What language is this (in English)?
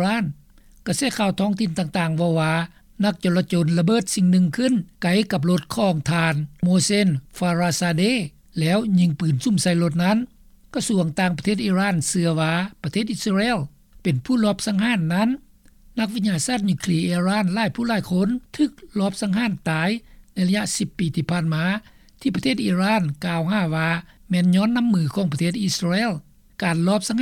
Lao